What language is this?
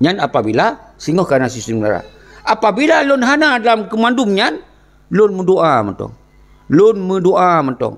Achinese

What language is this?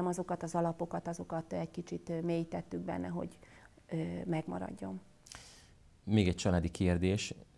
Hungarian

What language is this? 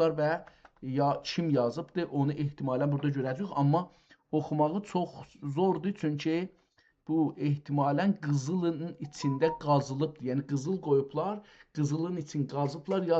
South Azerbaijani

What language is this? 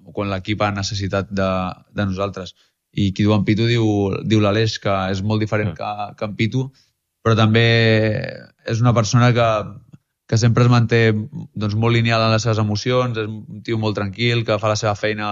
Catalan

